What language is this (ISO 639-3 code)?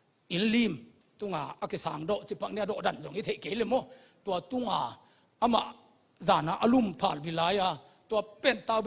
ctd